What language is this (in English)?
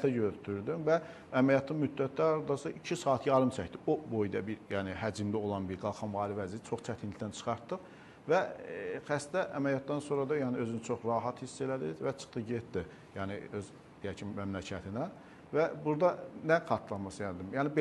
Azerbaijani